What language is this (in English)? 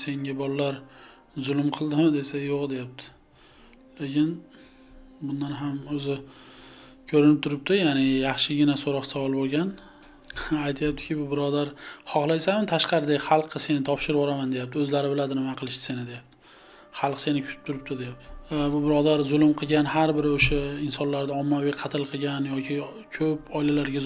Uzbek